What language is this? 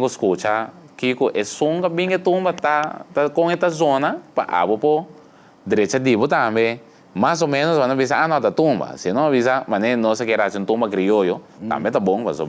Papiamento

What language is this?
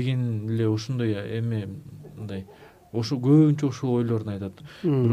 Kyrgyz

